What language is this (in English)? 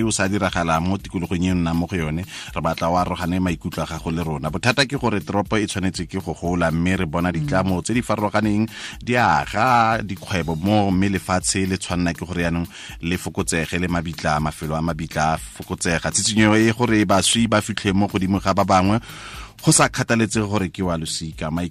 Tswana